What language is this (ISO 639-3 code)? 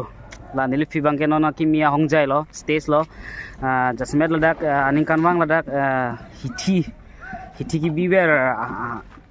mjw